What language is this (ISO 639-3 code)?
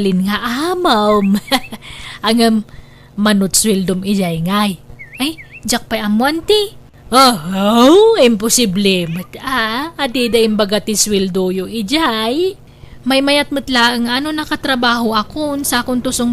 ilo